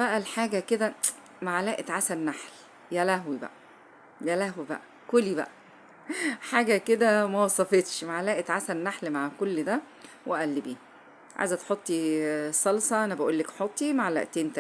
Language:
Egyptian Arabic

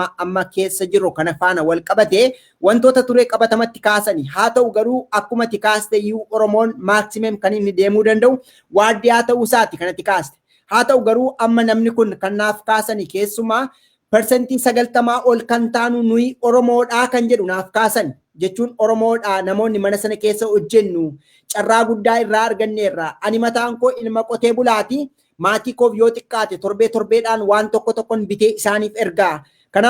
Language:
Oromo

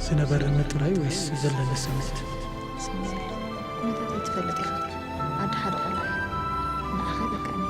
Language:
Tigrinya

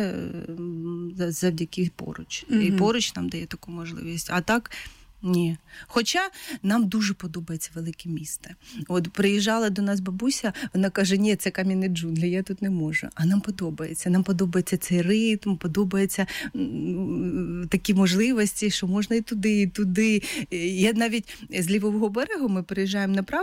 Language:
Ukrainian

